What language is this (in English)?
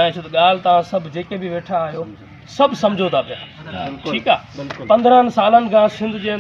Sindhi